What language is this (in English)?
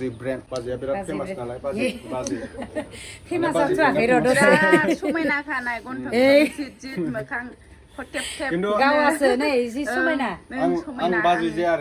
Bodo